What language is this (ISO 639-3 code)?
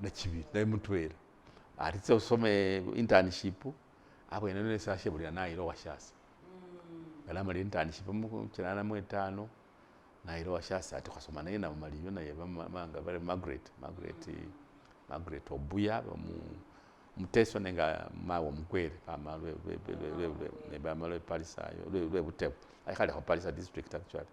myx